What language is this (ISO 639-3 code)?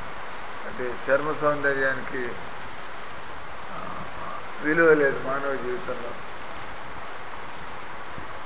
tel